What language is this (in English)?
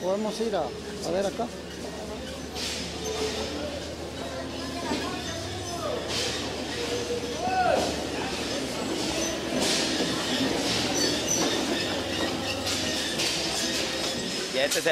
Spanish